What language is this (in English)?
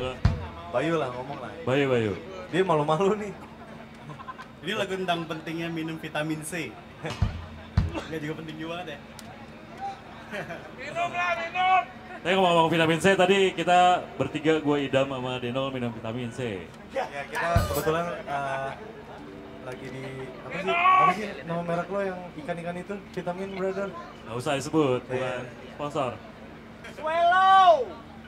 Indonesian